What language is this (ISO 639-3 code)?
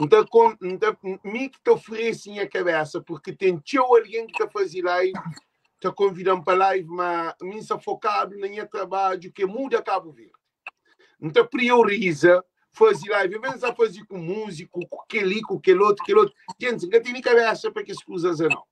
kea